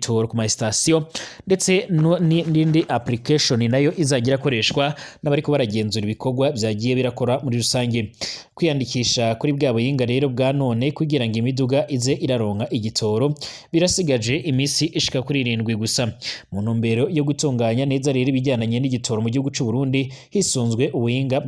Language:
Rundi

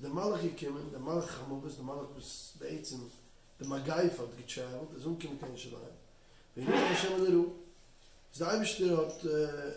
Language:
Yiddish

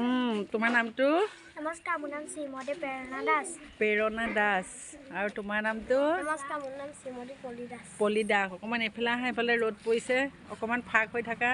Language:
Assamese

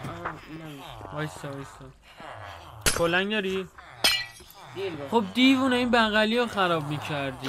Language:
Persian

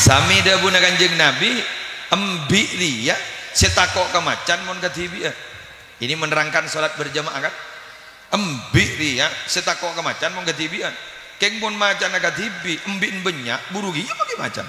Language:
Madurese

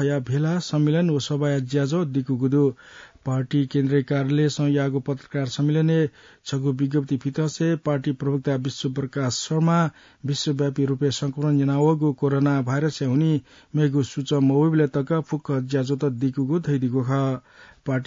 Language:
Newari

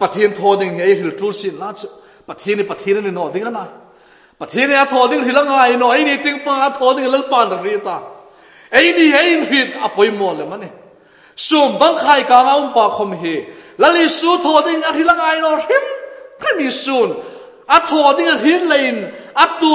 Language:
Hmar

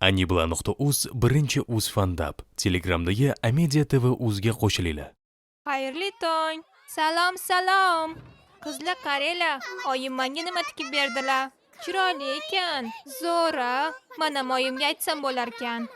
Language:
Uzbek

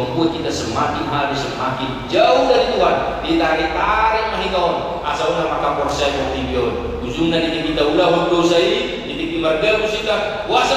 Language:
Batak Toba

